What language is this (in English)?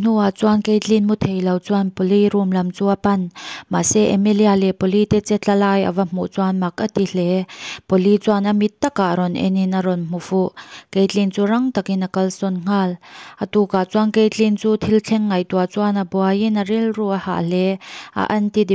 Mizo